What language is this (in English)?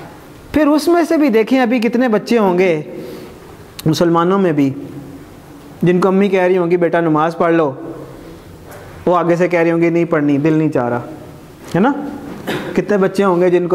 Urdu